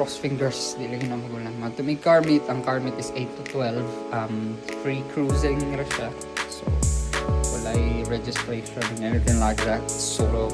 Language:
Cebuano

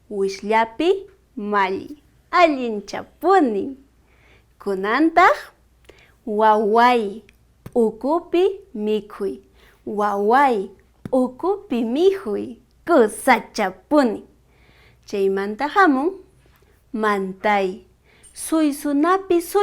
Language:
Quechua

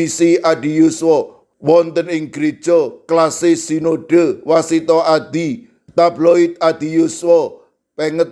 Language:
Javanese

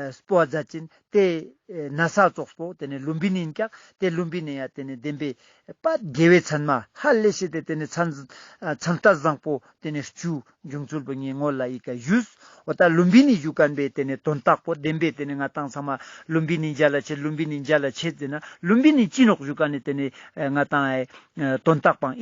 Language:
Ladakhi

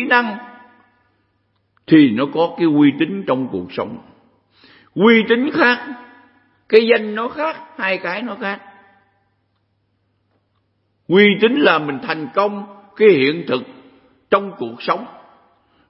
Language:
Vietnamese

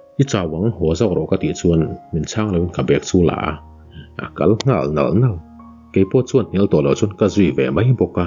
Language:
Mizo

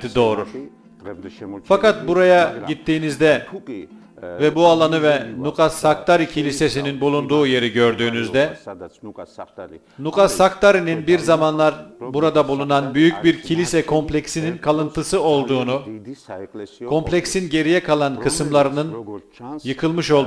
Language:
Turkish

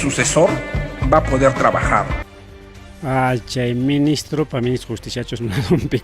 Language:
Ayacucho Quechua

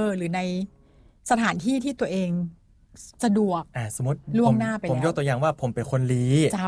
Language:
Thai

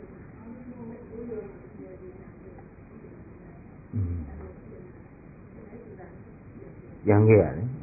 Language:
Burmese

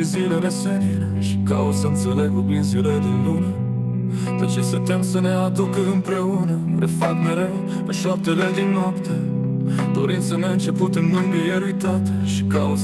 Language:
Romanian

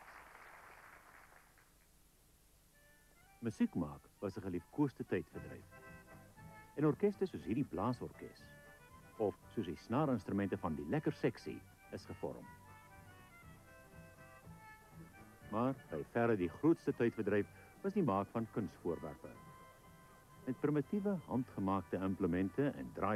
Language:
Afrikaans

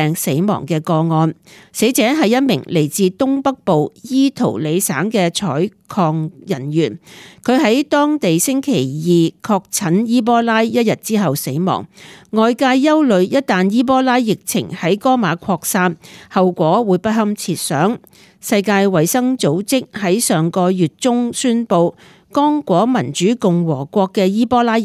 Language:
Cantonese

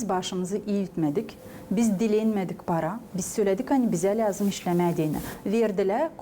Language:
Gagauz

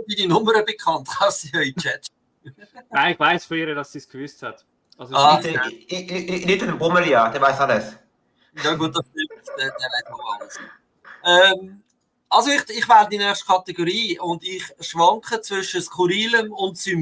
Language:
Swiss German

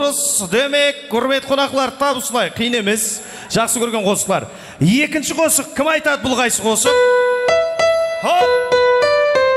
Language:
Kara-Kalpak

